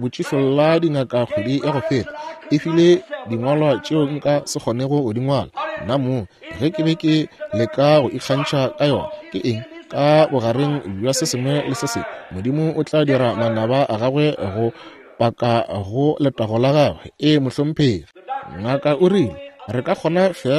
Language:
Northern Sotho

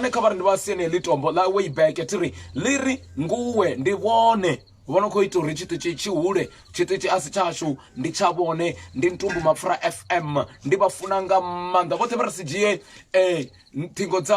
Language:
Venda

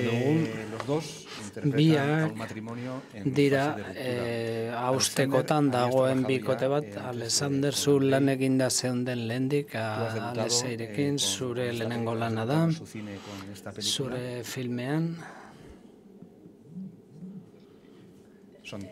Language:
Basque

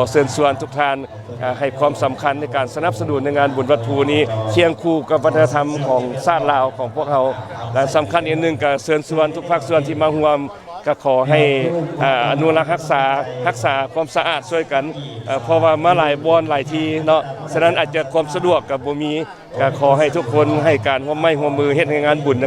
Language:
Lao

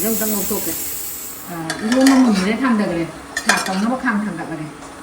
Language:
Manipuri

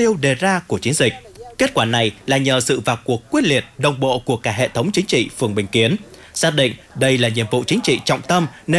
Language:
Vietnamese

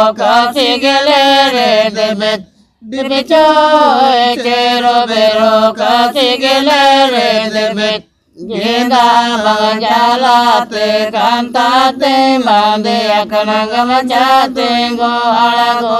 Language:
Santali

